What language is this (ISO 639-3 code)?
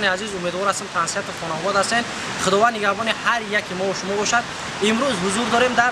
tgk